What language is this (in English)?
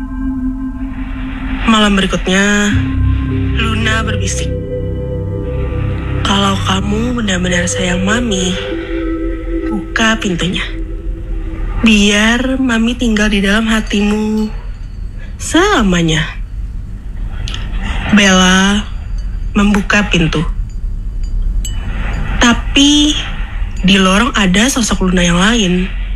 Indonesian